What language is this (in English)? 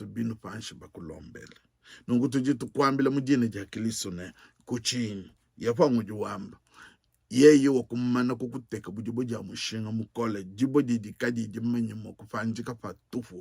Luba-Lulua